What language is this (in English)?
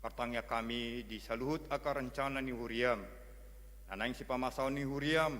Batak Toba